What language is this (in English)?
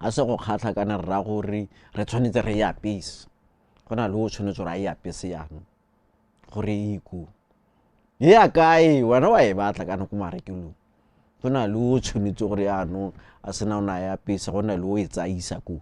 Tswana